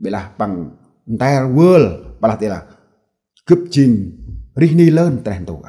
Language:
Central Mnong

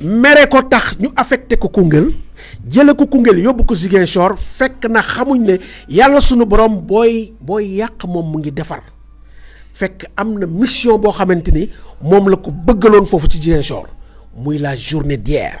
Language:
Wolof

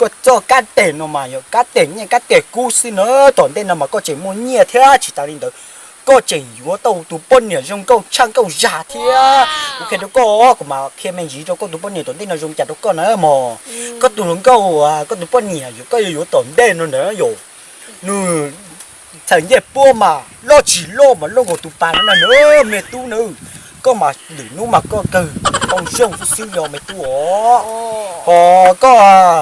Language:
Hmong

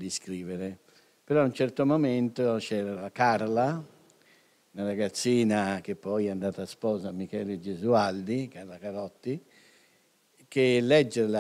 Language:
Italian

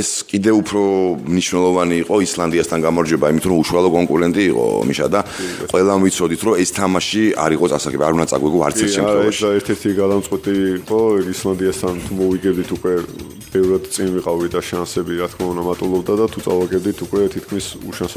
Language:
Georgian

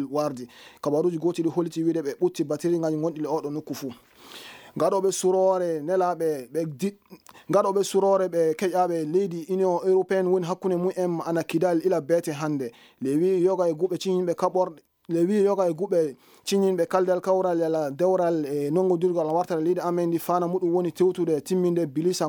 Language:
Fula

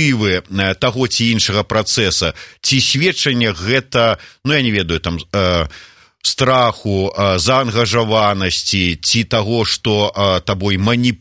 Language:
Belarusian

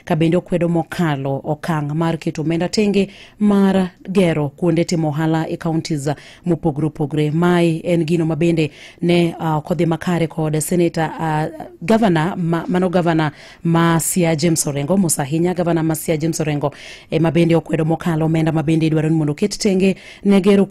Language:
Luo (Kenya and Tanzania)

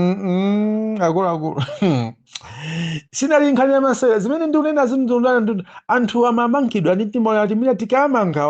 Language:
Nyanja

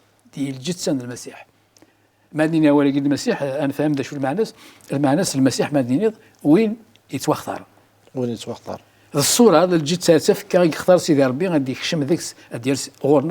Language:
Kabyle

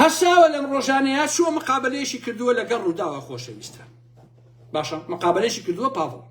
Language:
Central Kurdish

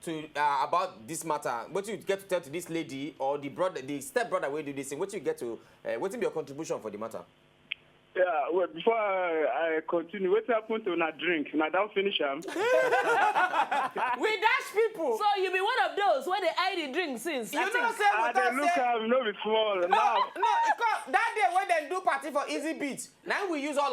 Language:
Nigerian Pidgin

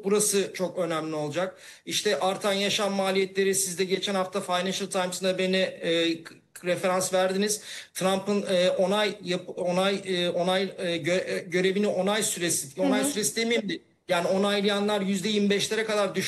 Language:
Turkish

